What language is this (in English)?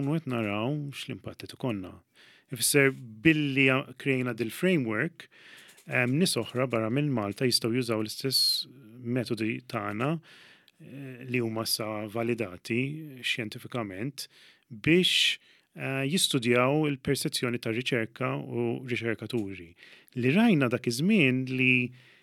Maltese